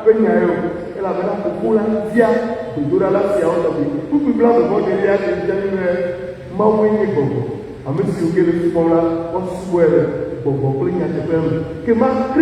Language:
Ewe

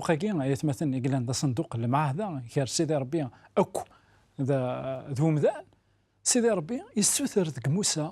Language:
Kabyle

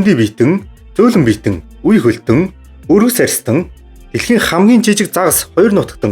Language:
Mongolian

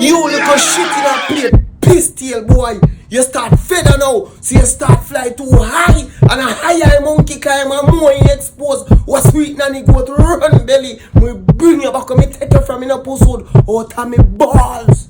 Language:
Jamaican Creole English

